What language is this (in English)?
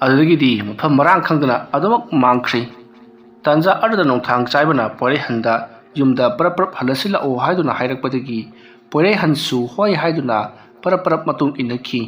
Manipuri